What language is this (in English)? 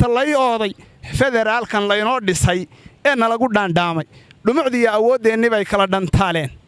Somali